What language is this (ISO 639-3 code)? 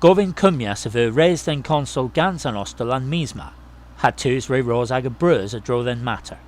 cor